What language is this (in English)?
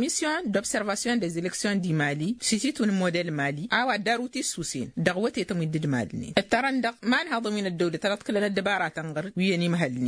Tamasheq